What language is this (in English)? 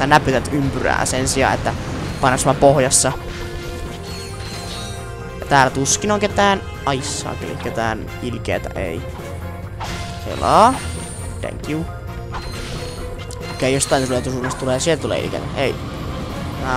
Finnish